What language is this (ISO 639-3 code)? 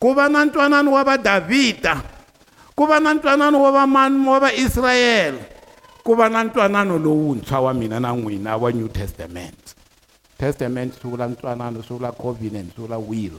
tso